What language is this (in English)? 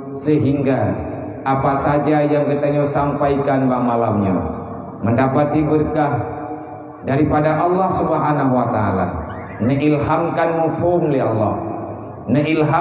Achinese